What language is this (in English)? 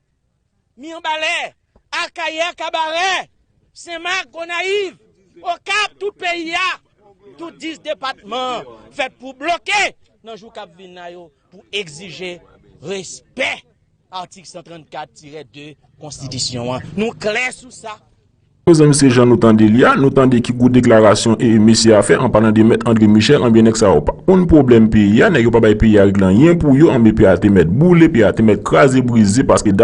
Haitian Creole